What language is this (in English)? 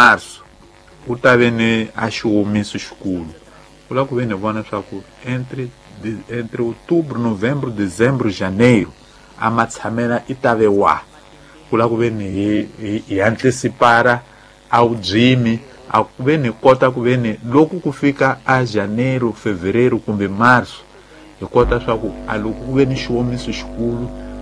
Tsonga